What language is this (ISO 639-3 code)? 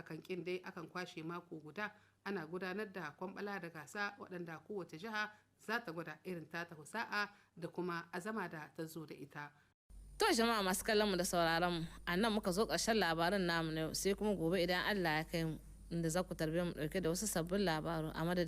hau